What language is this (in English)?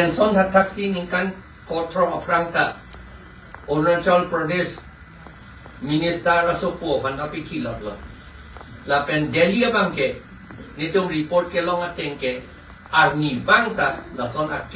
Karbi